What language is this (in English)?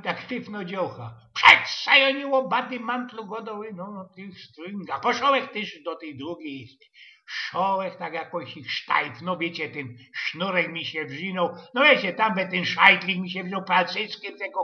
Silesian